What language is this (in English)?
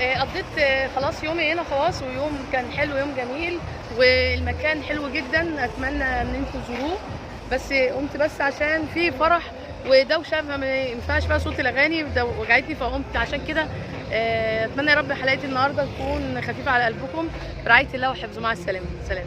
Egyptian Arabic